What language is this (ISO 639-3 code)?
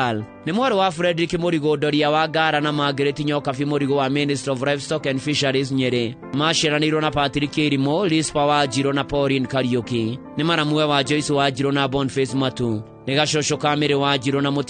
kik